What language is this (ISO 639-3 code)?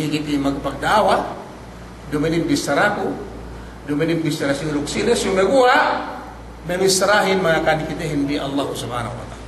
yka